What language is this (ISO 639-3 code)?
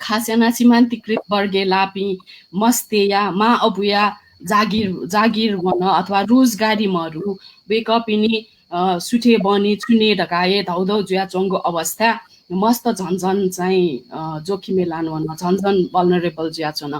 new